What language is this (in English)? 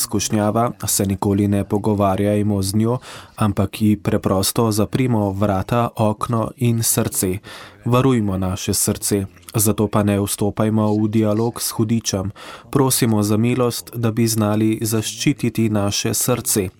Slovenian